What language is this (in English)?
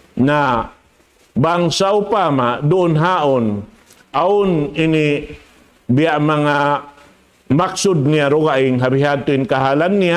Tausug